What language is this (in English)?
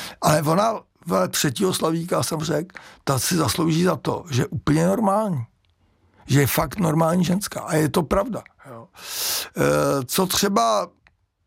Czech